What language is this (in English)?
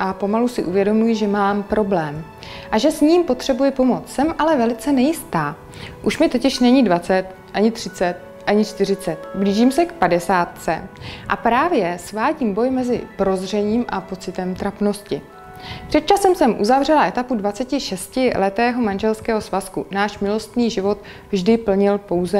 Czech